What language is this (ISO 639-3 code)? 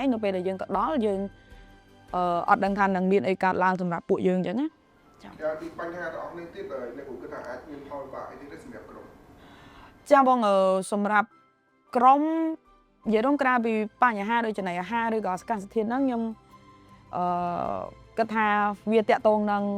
khm